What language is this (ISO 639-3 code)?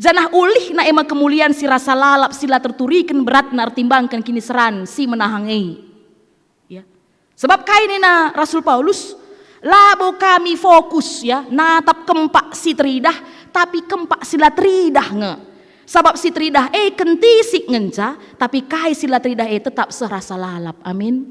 btx